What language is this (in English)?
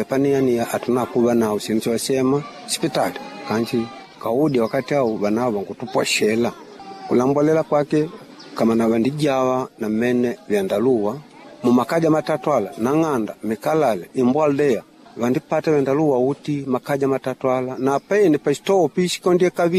Makonde